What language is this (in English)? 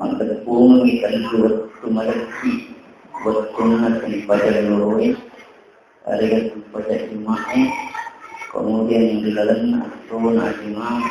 Buginese